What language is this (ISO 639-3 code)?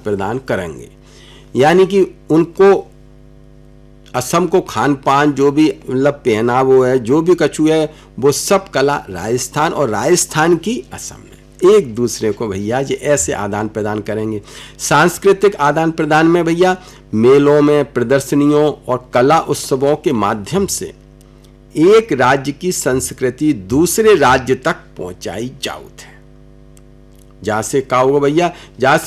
hin